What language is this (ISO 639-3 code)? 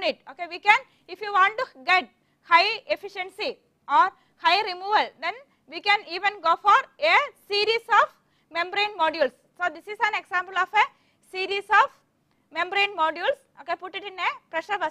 eng